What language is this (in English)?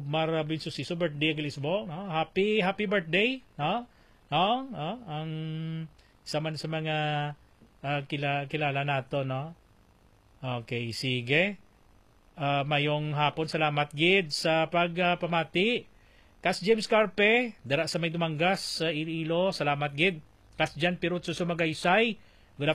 Hiligaynon